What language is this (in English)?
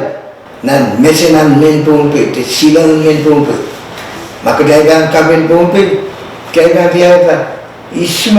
Pohnpeian